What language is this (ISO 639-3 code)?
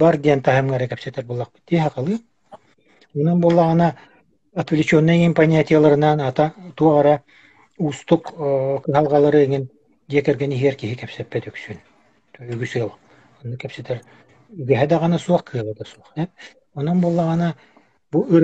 sah